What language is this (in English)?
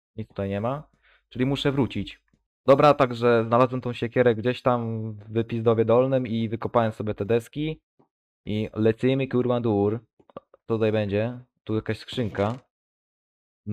Polish